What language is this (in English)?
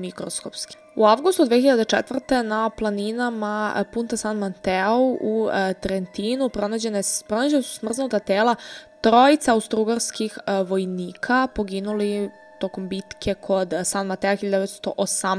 Serbian